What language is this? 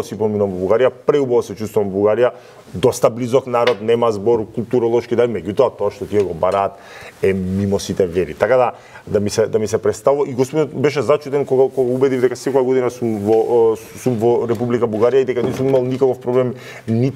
Macedonian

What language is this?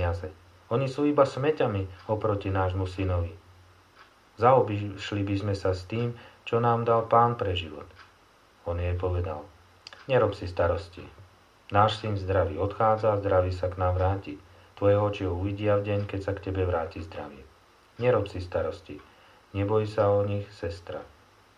Slovak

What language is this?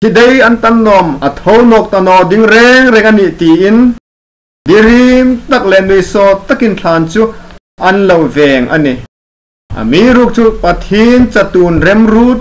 Hmar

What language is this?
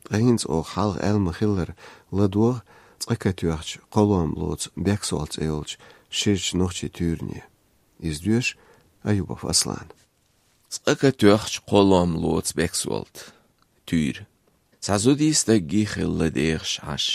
Chechen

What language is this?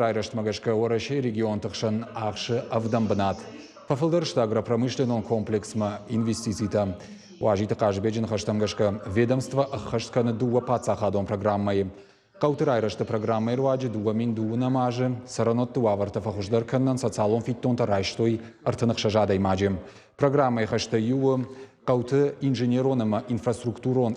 Ossetic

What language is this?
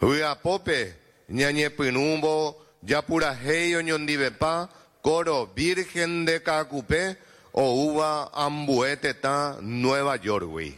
Guarani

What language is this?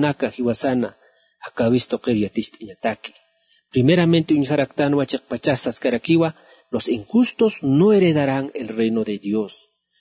Aymara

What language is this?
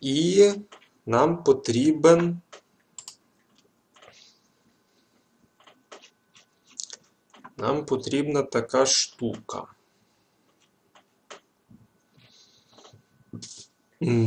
Ukrainian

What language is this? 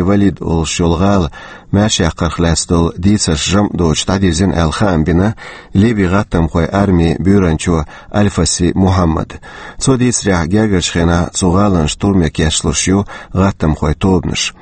Chechen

